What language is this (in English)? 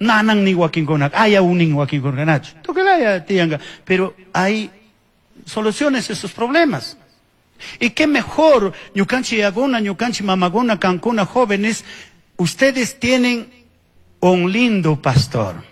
Chimborazo Highland Quichua